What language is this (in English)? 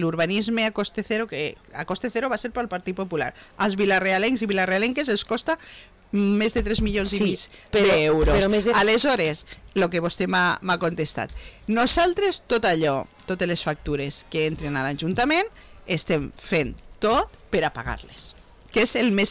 Catalan